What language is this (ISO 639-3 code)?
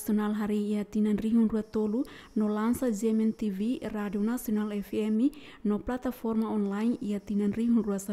tet